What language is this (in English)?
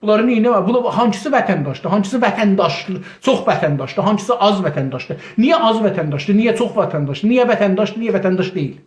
South Azerbaijani